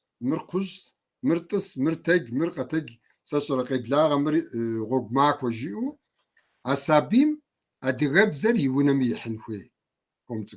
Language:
Kabardian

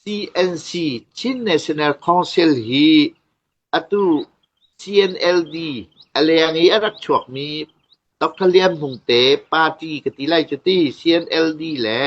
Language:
Hakha Chin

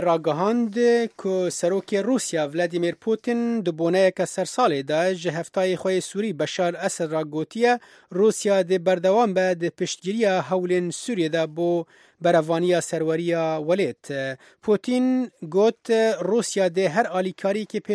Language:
Kurdish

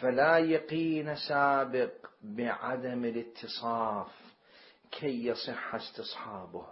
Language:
Mesopotamian Arabic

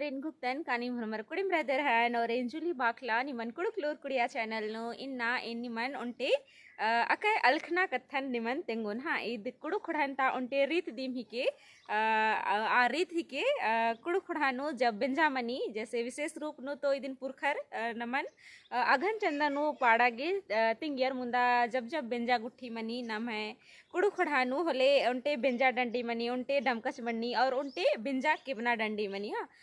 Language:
Kurukh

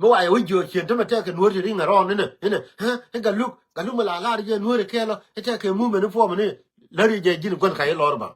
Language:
Nuer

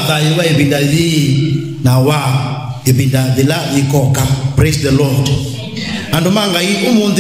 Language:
Kamba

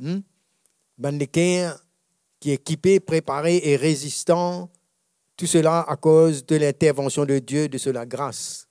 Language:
Morisyen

